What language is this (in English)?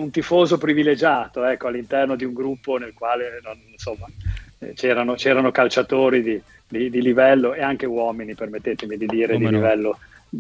Italian